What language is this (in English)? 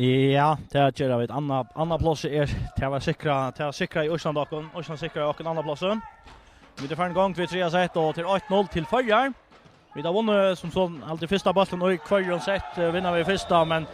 Faroese